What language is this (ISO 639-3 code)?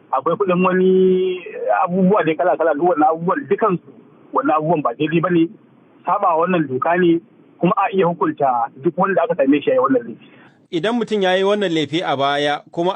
hau